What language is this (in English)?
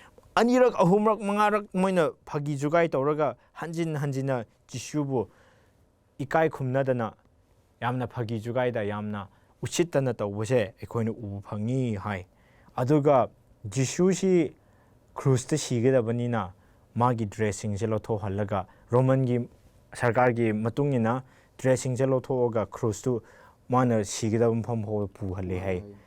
Manipuri